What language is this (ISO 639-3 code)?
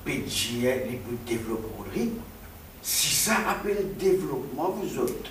mfe